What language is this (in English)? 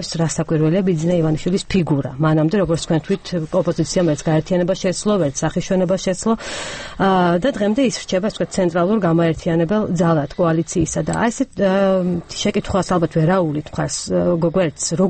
Georgian